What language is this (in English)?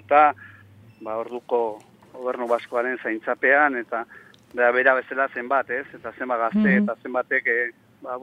Basque